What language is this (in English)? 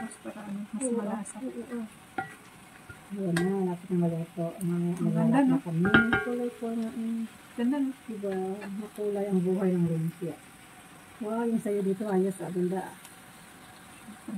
Filipino